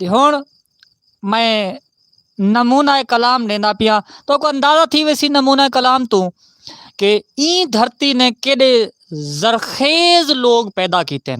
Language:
Saraiki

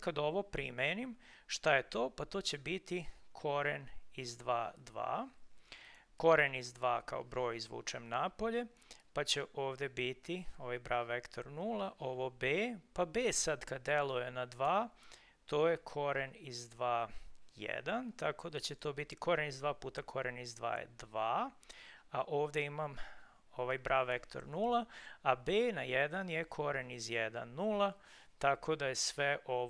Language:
Serbian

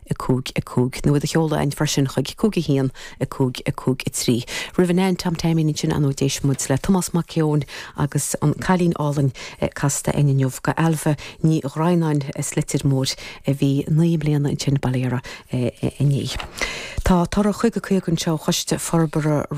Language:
Irish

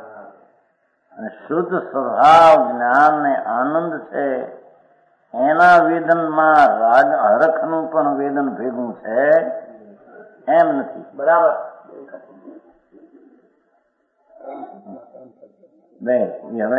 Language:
Gujarati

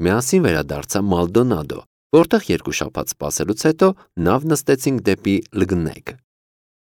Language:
Armenian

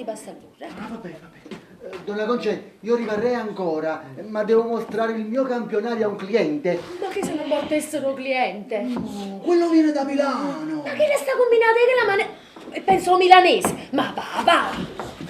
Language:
Neapolitan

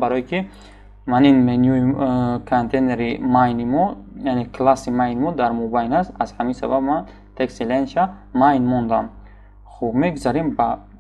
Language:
Tajik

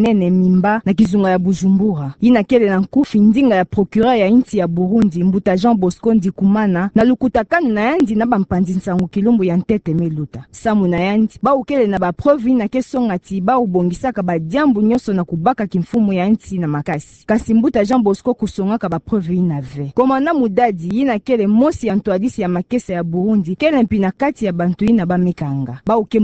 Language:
Kituba (Democratic Republic of Congo)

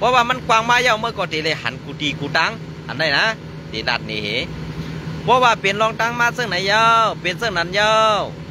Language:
Shan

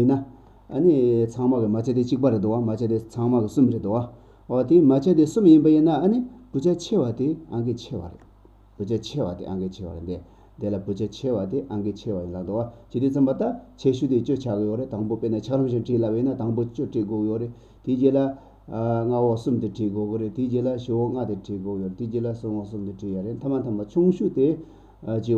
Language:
Tibetan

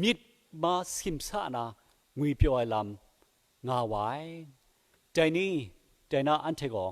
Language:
Kachin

